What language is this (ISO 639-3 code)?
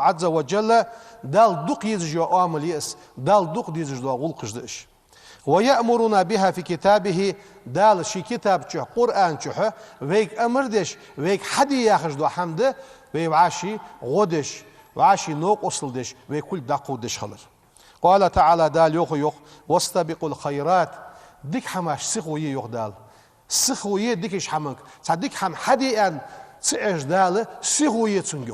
inh